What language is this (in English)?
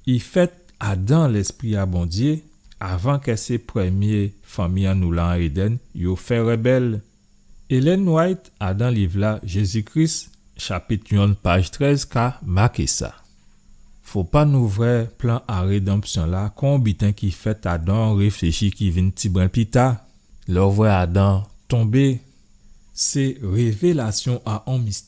Guadeloupean Creole French